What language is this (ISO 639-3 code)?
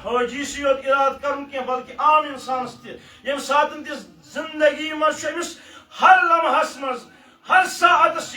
kas